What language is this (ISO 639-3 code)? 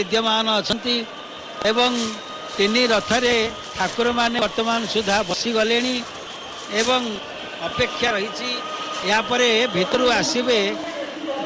ori